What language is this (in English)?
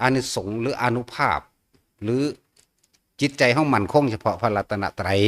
Northeastern Thai